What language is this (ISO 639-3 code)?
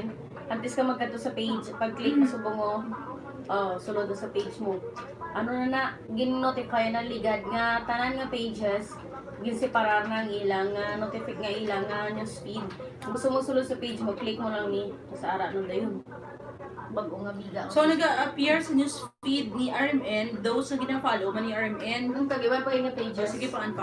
hil